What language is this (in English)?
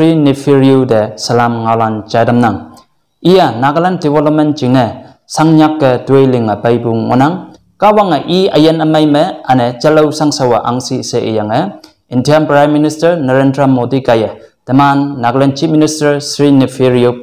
Konyak Naga